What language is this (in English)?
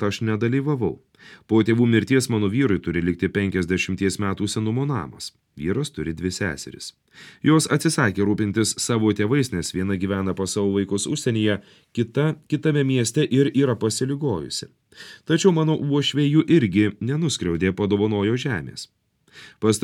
Lithuanian